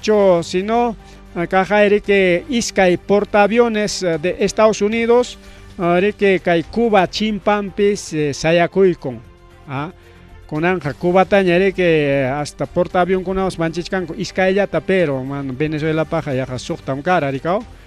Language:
Ayacucho Quechua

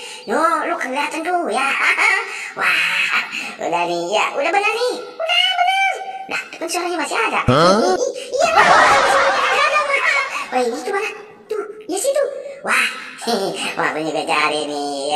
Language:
Betawi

